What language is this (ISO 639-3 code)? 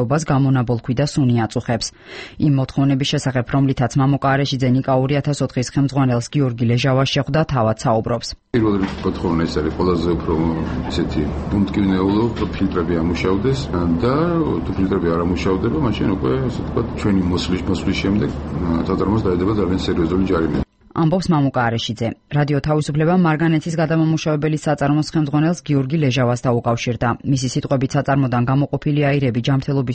kat